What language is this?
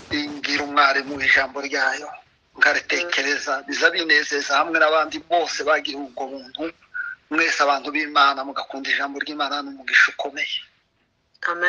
Kinyarwanda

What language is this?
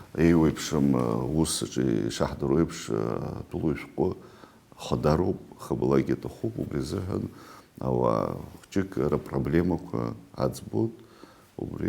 Abkhazian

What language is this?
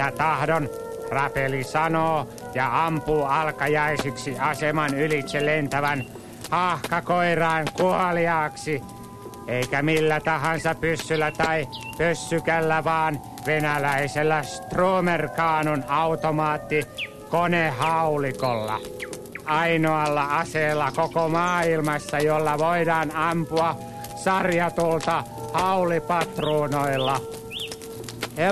Finnish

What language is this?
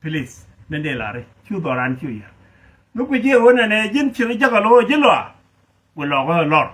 Nuer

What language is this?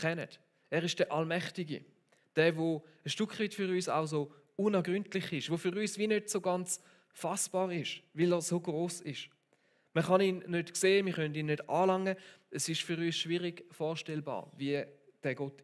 Swiss German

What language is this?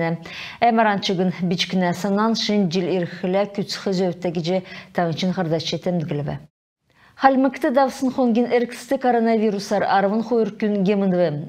Kalmyk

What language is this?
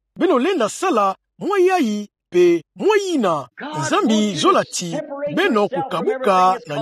Kituba (Democratic Republic of Congo)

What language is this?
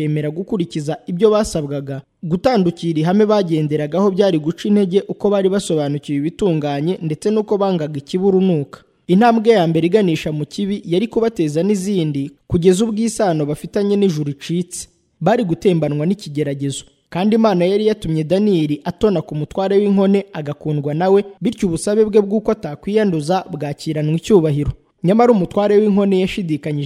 Kinyarwanda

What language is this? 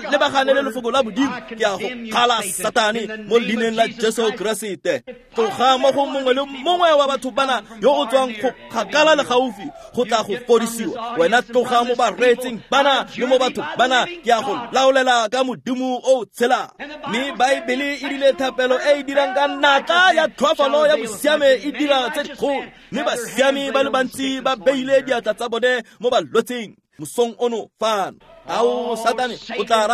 Tswana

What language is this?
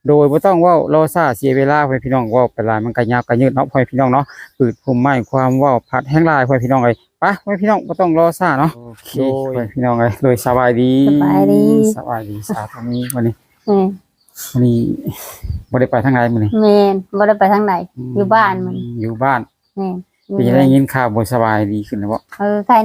Lao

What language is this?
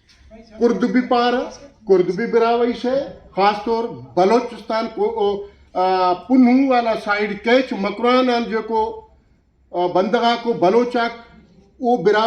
Brahui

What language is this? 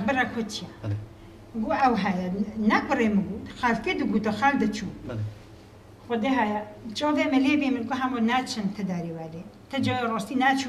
Kurdish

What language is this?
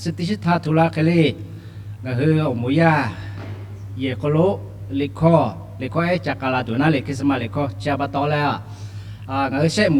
Lahu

